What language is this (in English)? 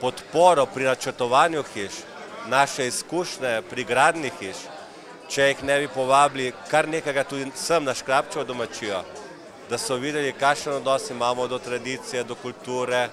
Slovenian